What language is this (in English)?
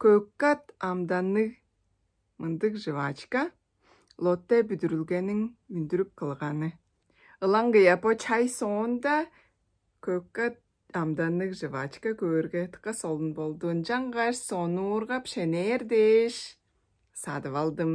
Tuvinian